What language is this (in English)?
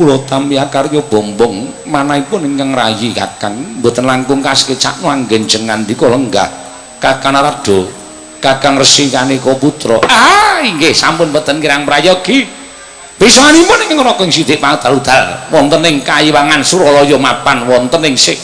Javanese